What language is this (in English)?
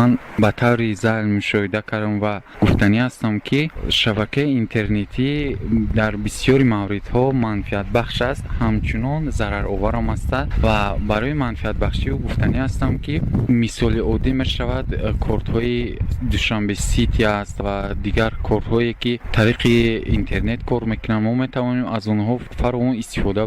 Tajik